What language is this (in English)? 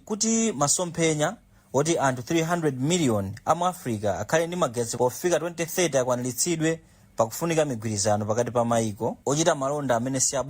Nyanja